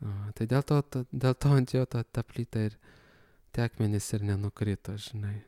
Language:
Lithuanian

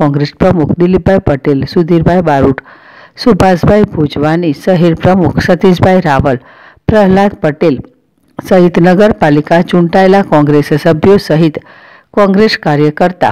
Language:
Gujarati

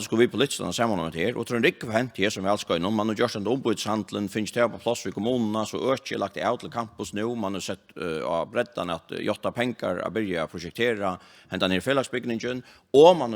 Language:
Faroese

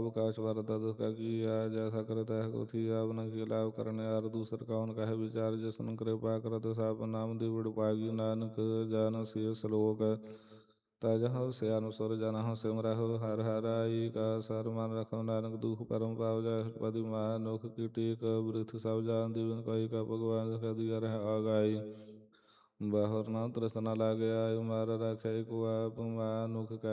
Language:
Punjabi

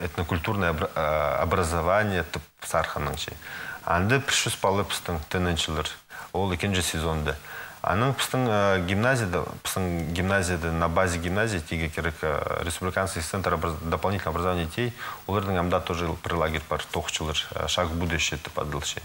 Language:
Khakas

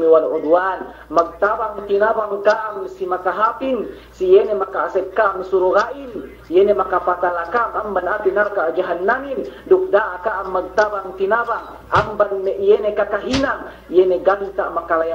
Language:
Yakan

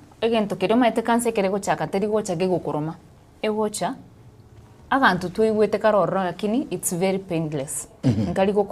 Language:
Gusii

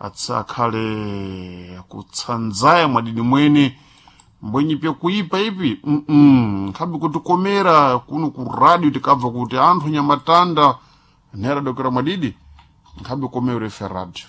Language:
Sena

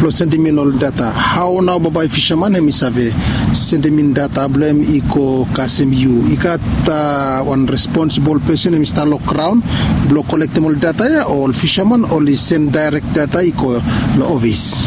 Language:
Bislama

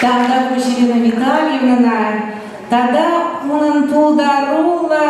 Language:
Chuvash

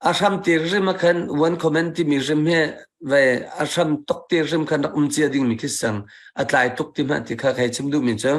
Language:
Hakha Chin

